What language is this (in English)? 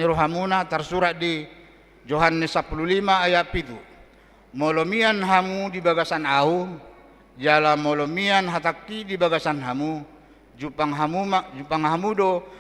Batak Toba